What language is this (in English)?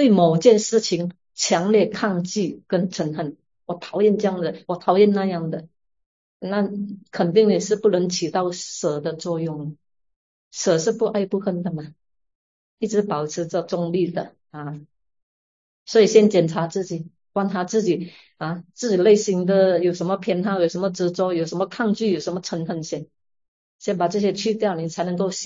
Chinese